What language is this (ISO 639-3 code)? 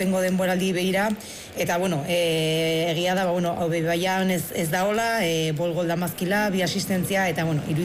eus